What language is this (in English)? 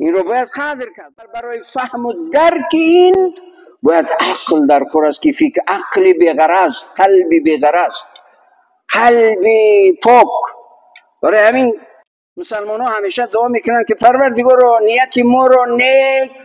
Tajik